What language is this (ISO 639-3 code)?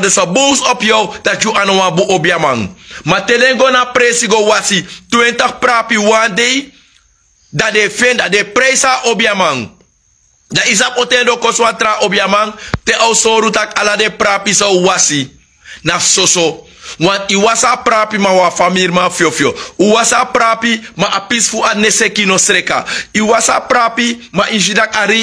srn